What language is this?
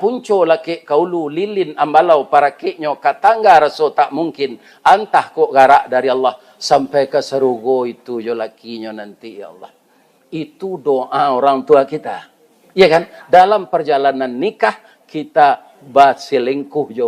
Minangkabau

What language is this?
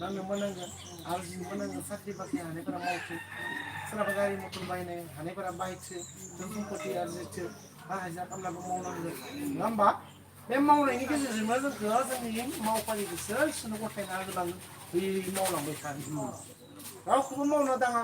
Bodo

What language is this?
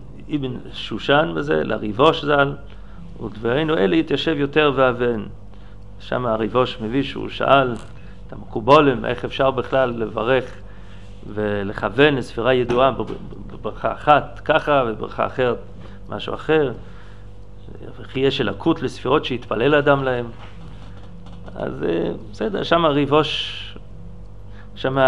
Hebrew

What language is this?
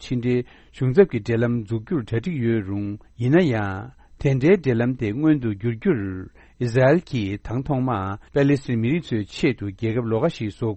Tibetan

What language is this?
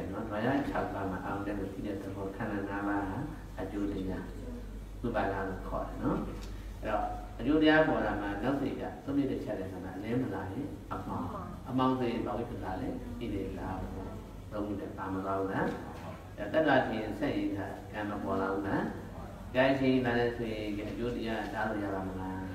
Burmese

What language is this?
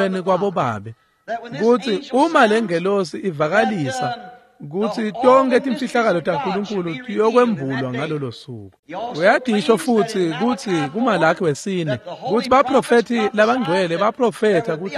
Swati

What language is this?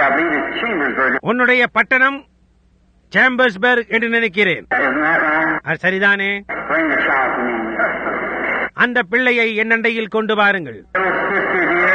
Tamil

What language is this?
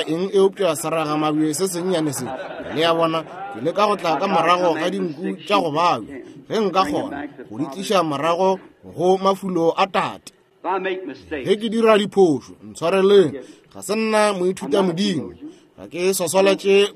Northern Sotho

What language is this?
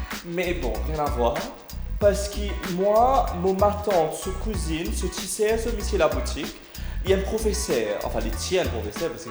Morisyen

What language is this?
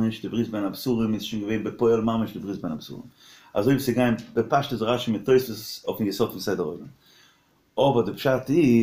Yiddish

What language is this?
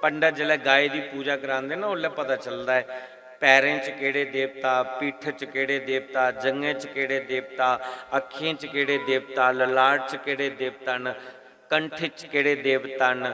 Dogri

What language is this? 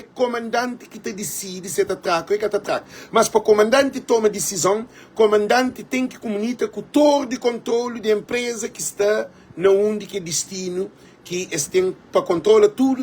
Kabuverdianu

